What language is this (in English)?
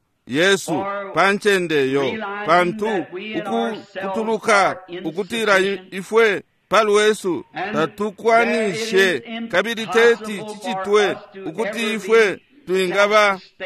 Bemba